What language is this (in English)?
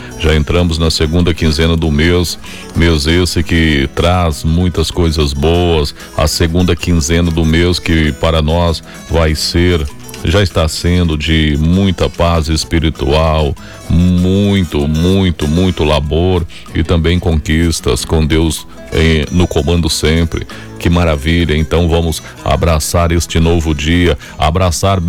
Portuguese